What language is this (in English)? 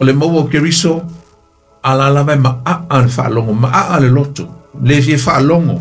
Samoan